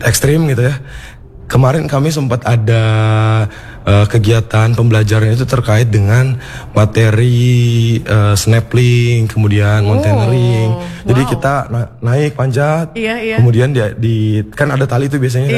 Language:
Indonesian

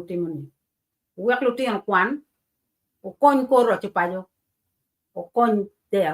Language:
Acoli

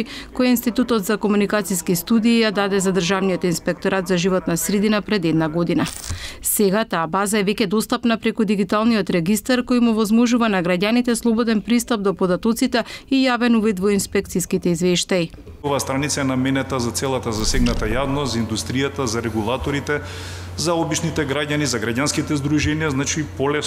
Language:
Macedonian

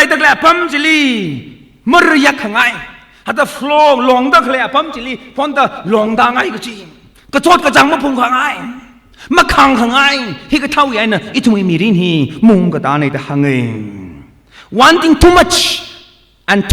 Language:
Tangkhul Naga (India)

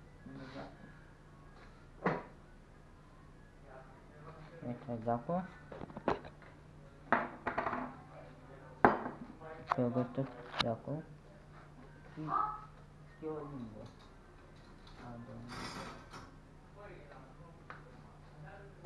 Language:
Romanian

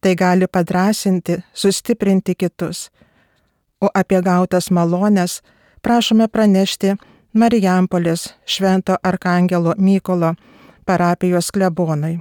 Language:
Lithuanian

